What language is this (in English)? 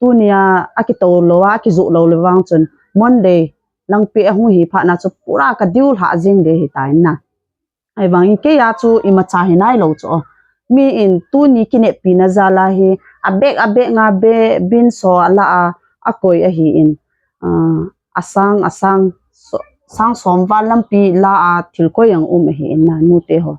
Thado Chin